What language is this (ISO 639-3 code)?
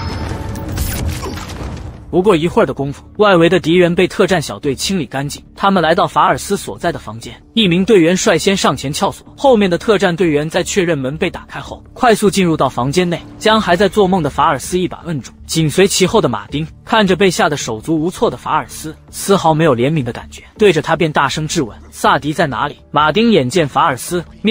zho